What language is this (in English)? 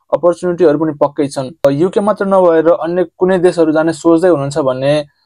Nepali